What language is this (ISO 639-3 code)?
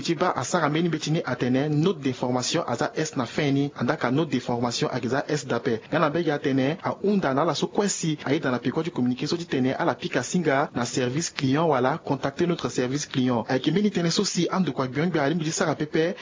sag